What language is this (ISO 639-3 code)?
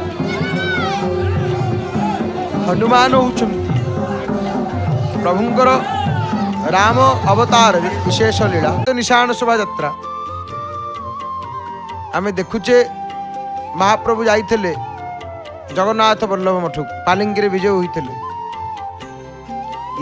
ori